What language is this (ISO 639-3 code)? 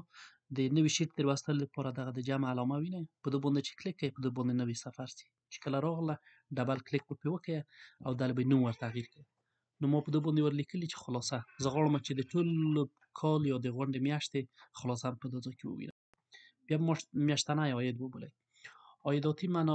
pus